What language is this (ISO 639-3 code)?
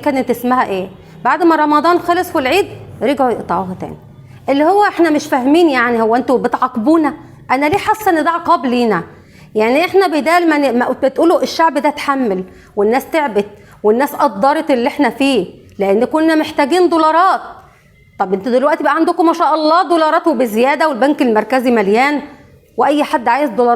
arz